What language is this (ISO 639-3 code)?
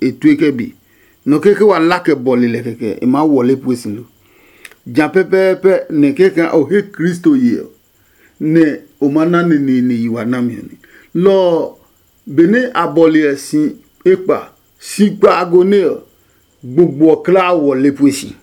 ada